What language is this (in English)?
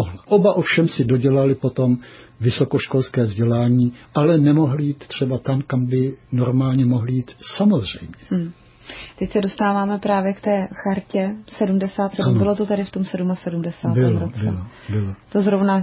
Czech